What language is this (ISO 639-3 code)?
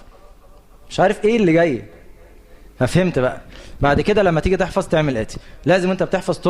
arz